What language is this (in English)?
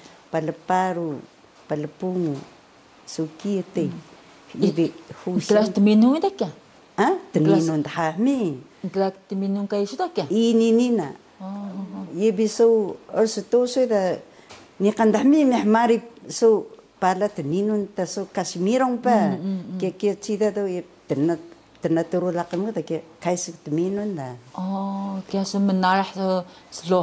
Taroko